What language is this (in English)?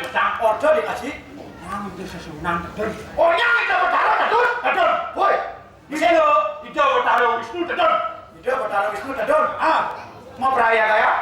Balinese